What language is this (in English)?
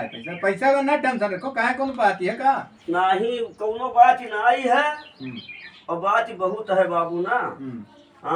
Awadhi